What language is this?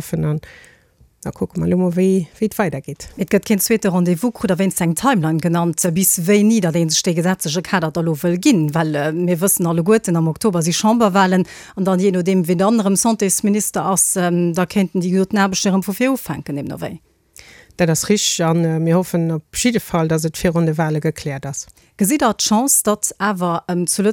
Luxembourgish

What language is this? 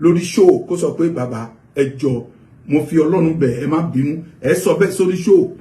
Yoruba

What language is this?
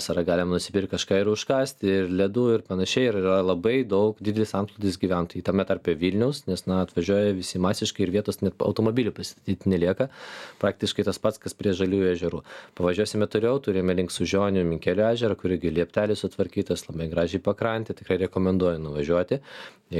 Lithuanian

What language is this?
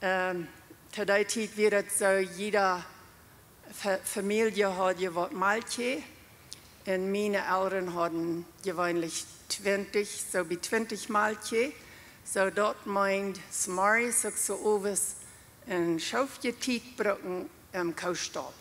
Plautdietsch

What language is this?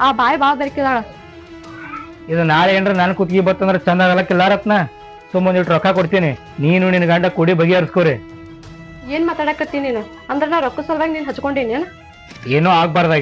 Kannada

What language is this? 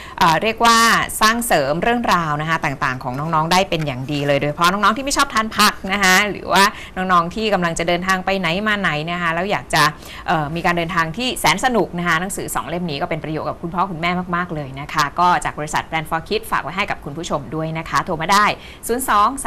Thai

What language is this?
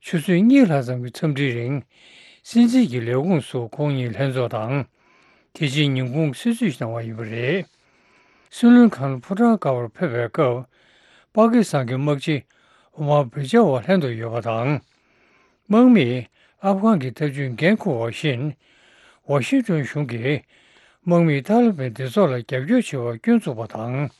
Tibetan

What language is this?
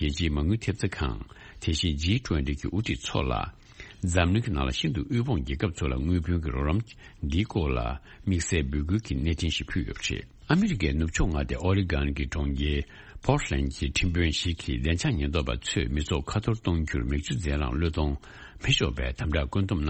Tibetan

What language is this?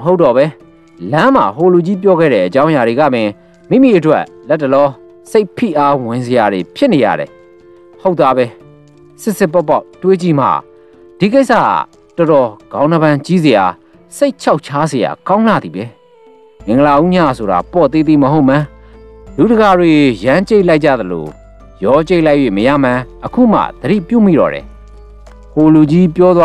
Burmese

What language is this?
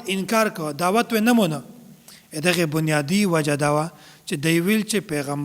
Pashto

